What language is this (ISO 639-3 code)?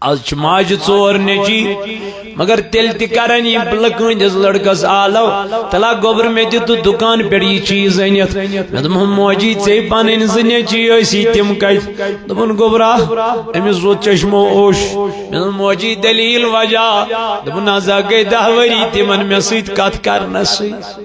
kas